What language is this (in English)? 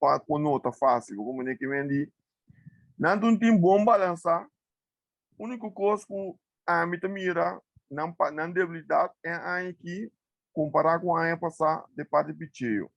Papiamento